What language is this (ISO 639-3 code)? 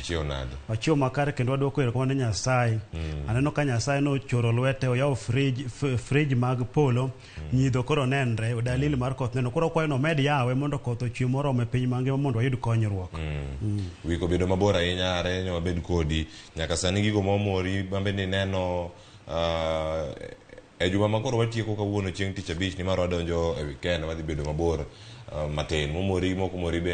luo